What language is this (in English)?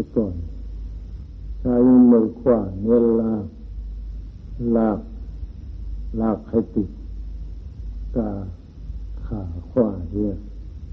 Thai